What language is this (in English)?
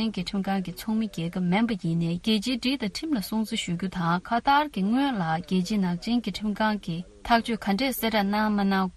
Tibetan